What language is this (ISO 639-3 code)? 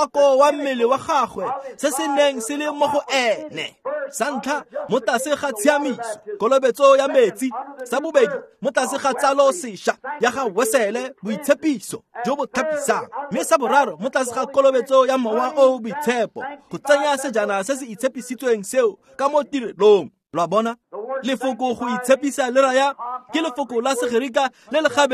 tsn